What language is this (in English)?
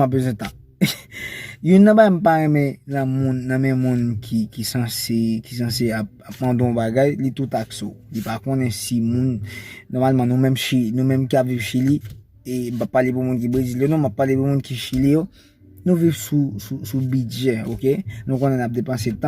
Haitian Creole